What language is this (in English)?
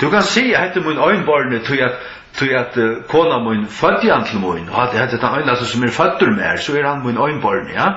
Faroese